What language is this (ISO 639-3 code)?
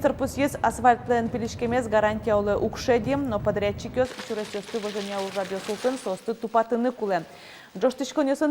udm